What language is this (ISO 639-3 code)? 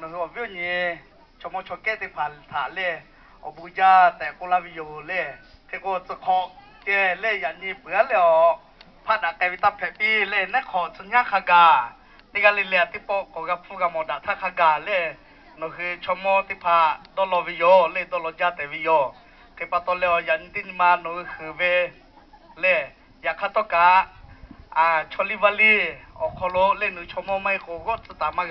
lhu